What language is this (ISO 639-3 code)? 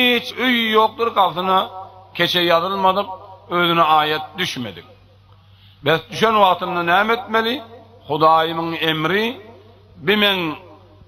tuk